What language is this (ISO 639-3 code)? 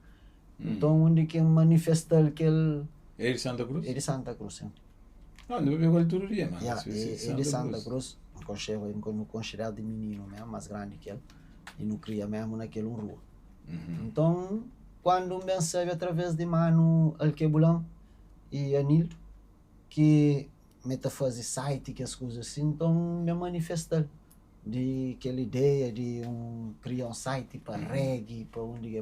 kea